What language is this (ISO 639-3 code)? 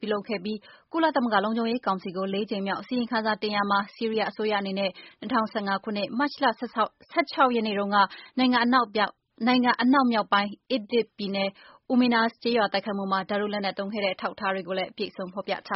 mya